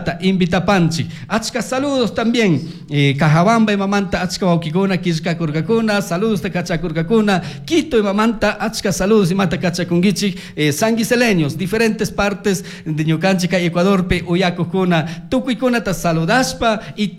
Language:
Chimborazo Highland Quichua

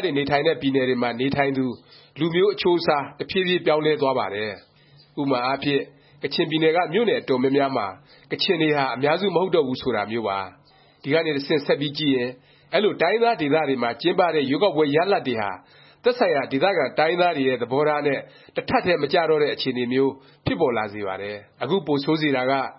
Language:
Burmese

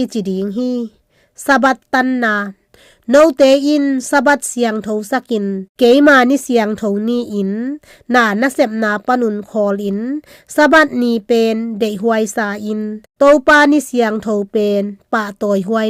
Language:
Tedim Chin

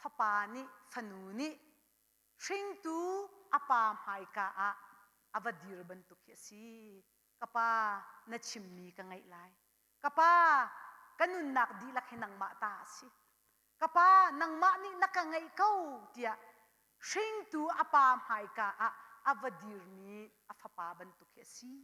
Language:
Hakha Chin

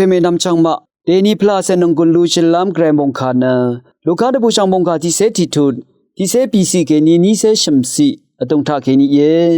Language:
Rawang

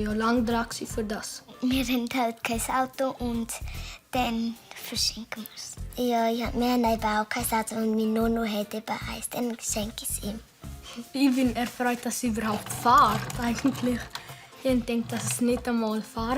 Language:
Swiss German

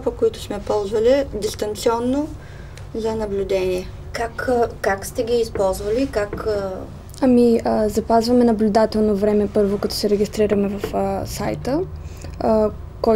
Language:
Bulgarian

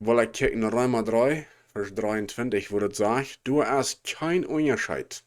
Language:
Plautdietsch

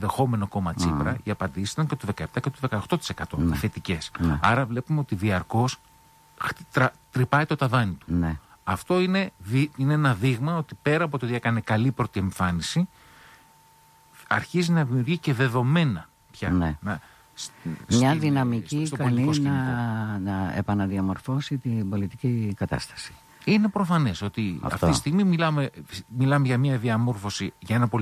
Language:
Greek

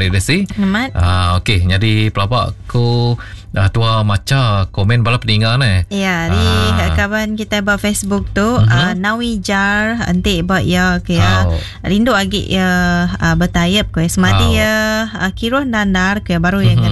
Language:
Iban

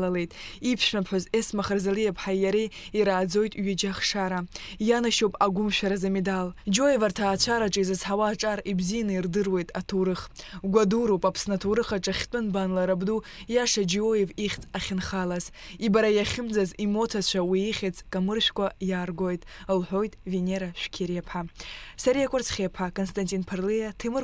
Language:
Abkhazian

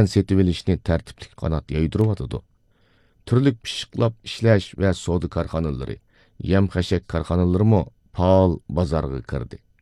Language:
Uyghur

